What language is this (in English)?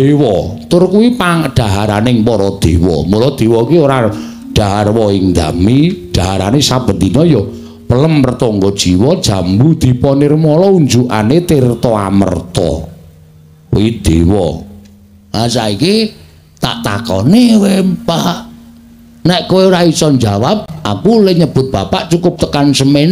Javanese